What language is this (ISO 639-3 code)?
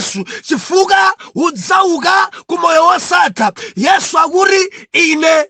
nya